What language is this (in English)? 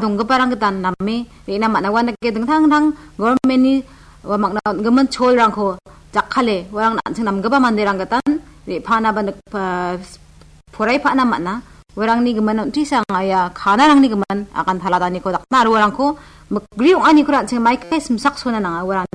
Garo